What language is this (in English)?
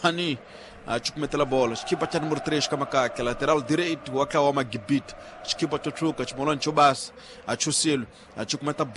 Tsonga